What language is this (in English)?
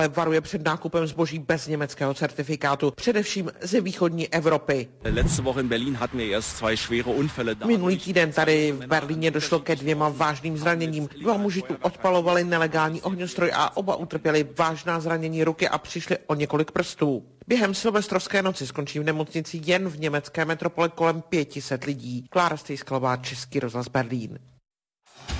Czech